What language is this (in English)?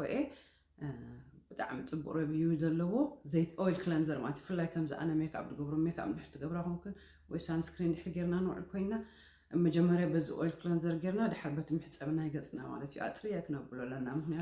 Tigrinya